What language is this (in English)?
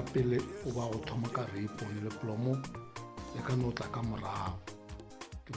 Northern Sotho